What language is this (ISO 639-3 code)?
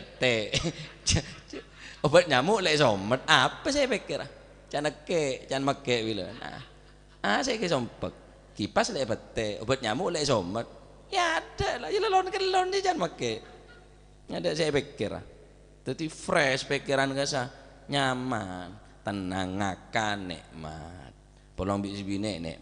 mad